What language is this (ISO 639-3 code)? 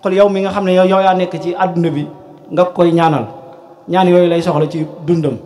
wol